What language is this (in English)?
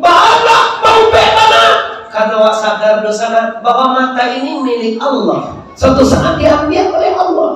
Minangkabau